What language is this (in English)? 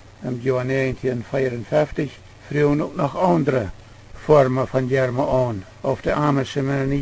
Plautdietsch